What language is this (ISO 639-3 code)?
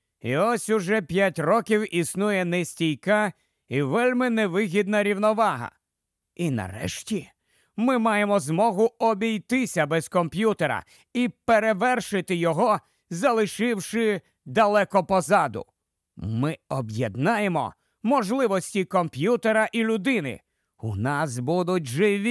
ukr